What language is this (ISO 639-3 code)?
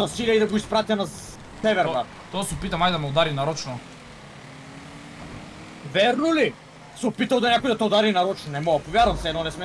bul